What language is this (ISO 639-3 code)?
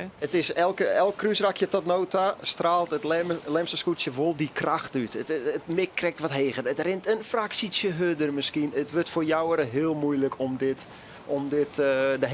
fry